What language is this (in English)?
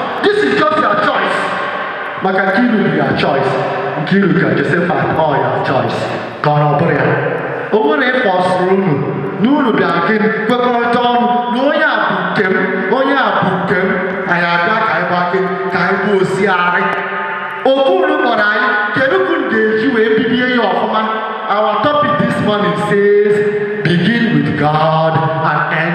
Igbo